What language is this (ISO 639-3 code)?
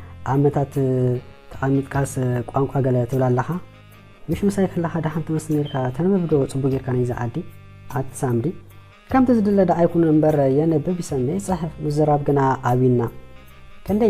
tir